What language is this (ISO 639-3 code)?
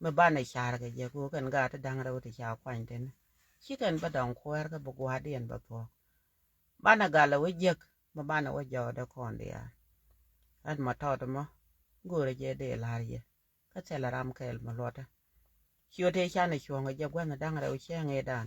nus